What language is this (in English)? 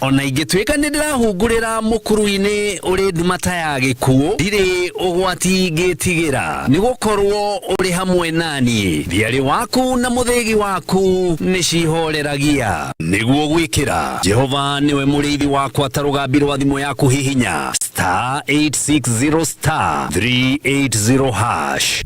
Kikuyu